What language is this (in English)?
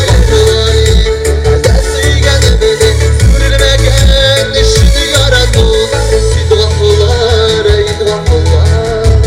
Tatar